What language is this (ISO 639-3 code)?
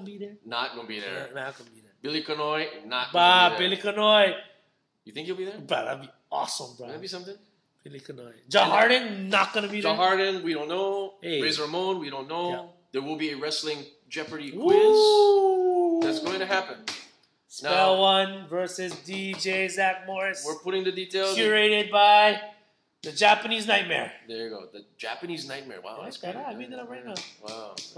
eng